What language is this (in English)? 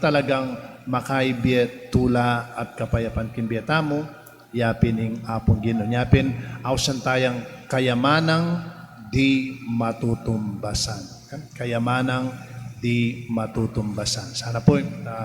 Pampanga